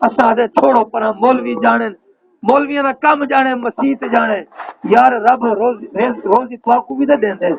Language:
Saraiki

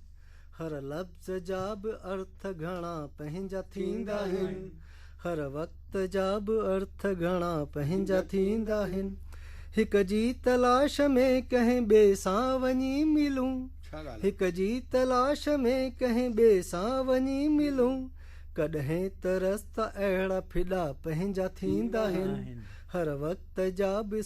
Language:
Sindhi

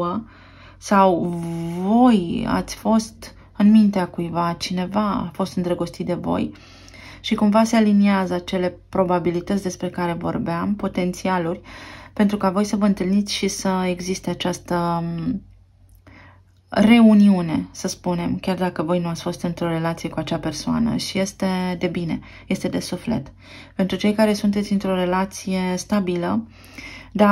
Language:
Romanian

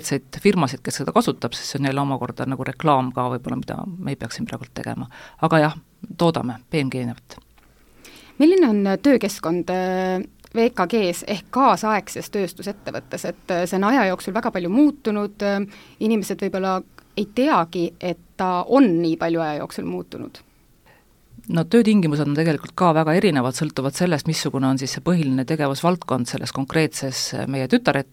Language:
Estonian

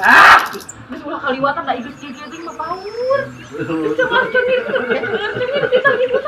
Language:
Sundanese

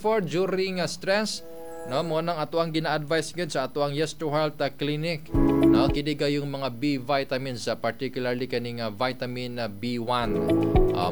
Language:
Cebuano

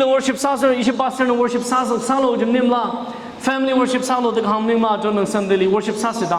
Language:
Tangkhul Naga (India)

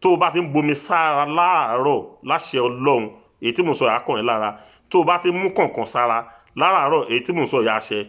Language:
Yoruba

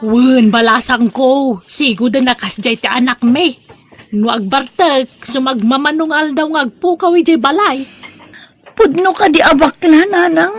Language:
Iloko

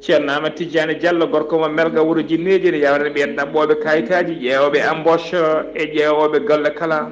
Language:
Fula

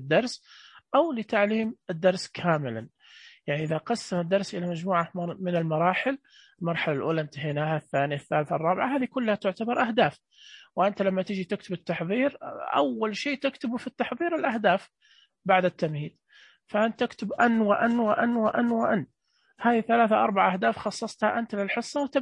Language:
Najdi Arabic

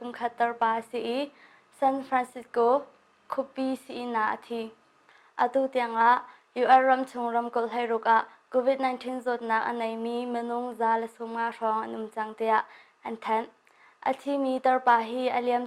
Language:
Hakha Chin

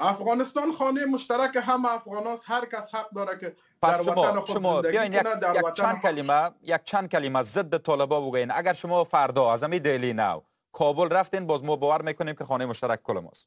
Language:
Persian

